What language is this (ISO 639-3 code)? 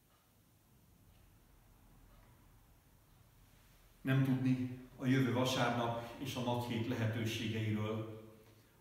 hun